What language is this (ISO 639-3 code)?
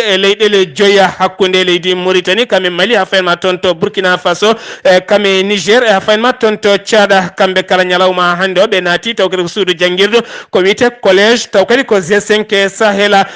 ful